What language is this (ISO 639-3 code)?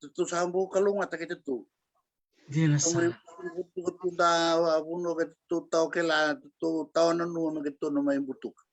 fij